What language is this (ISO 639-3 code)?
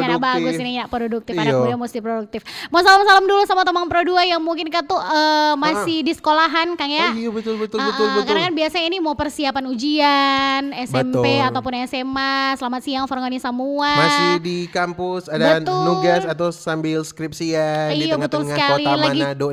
xmm